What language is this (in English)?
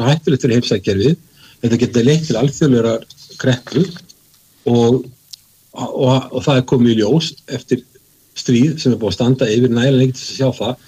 Icelandic